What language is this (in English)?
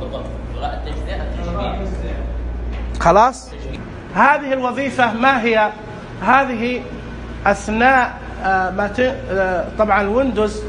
Najdi Arabic